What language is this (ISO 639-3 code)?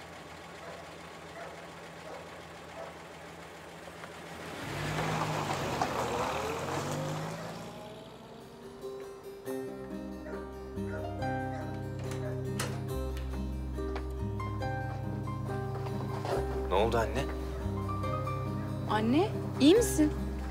tur